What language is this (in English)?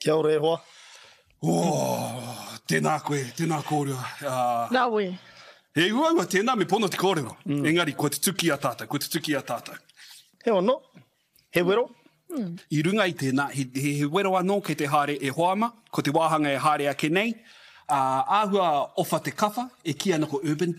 Māori